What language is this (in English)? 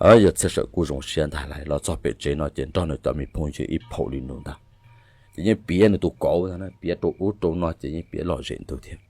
Hmong